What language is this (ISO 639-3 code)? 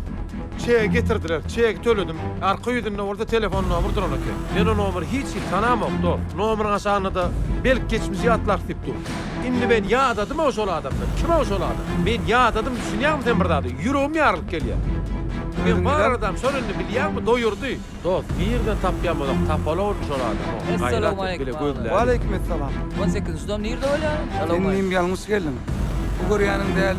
tuk